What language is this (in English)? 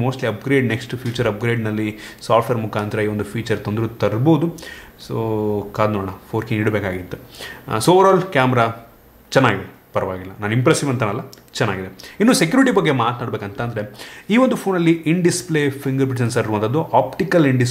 Kannada